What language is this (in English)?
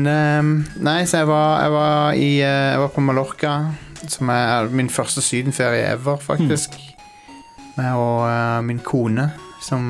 Norwegian